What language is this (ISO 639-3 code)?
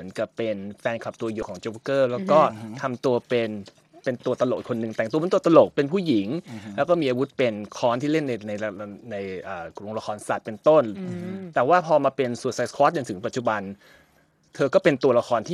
tha